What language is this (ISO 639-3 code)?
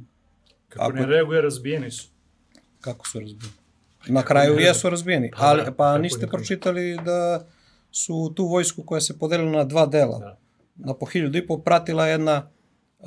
srp